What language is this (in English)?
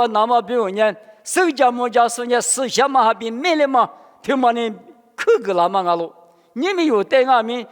Lisu